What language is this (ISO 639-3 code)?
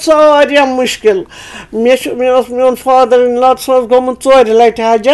kas